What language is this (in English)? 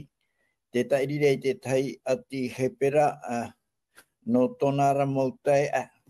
Tahitian